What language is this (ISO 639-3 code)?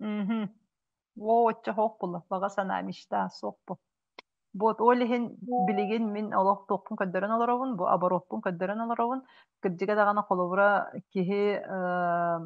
sah